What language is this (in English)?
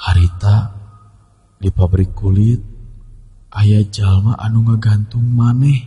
Sundanese